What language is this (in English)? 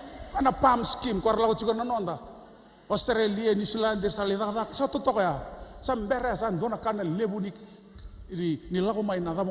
Fijian